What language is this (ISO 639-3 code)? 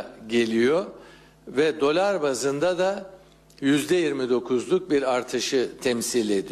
tur